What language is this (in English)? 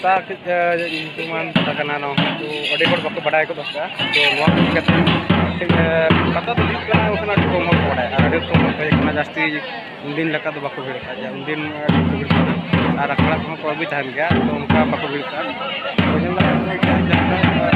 Santali